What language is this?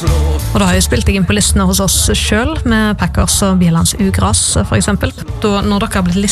Norwegian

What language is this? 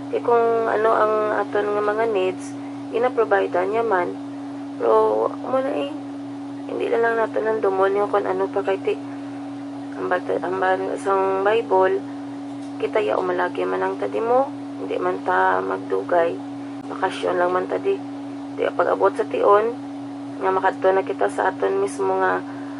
Hiligaynon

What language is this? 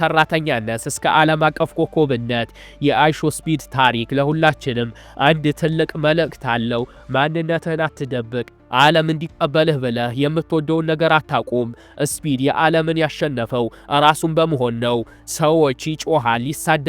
Amharic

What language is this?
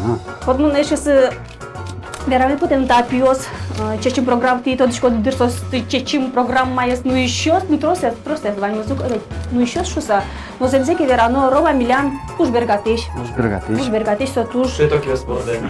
Udmurt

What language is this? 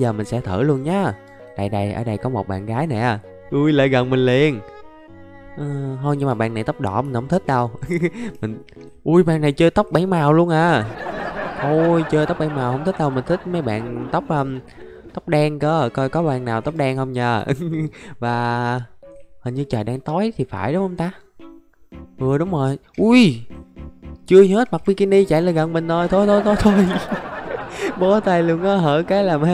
Vietnamese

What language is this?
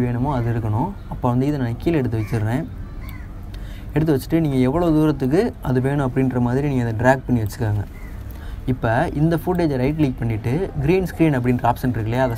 Tamil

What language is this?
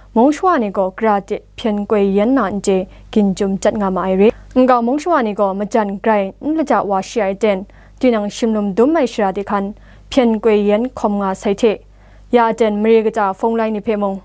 Kachin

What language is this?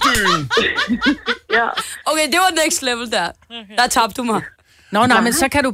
Danish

